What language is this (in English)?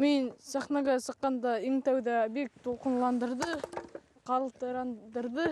Bashkir